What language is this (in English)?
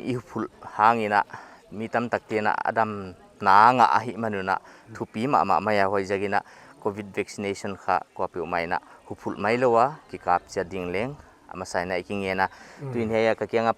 Paite Chin